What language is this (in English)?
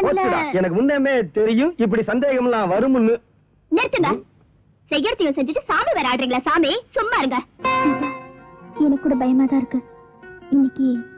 Tamil